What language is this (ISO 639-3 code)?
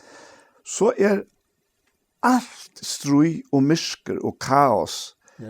fao